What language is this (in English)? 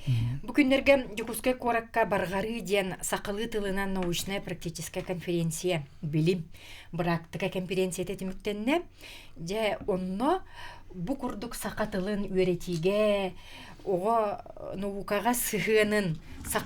Yakut